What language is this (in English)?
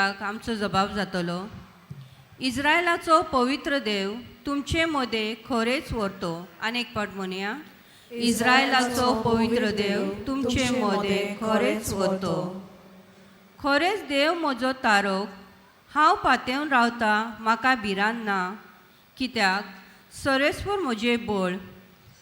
Konkani